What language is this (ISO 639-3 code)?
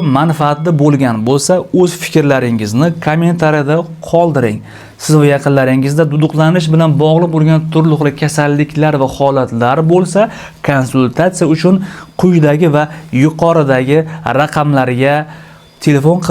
uzb